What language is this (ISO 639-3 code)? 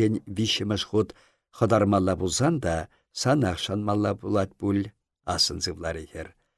chv